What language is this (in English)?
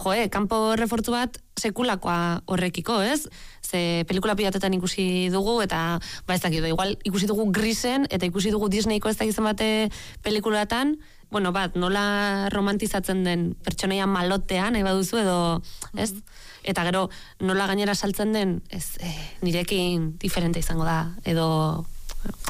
Basque